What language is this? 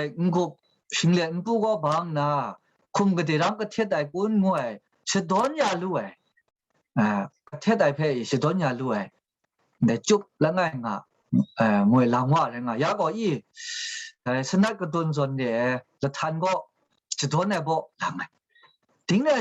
Kachin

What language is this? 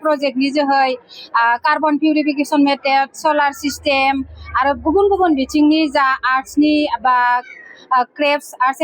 Bodo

